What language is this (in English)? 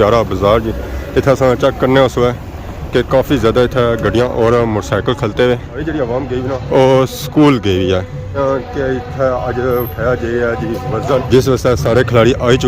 Pahari-Potwari